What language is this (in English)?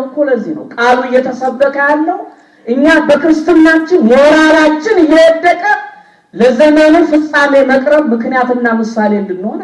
Amharic